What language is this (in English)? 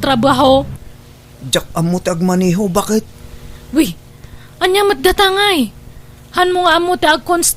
Iloko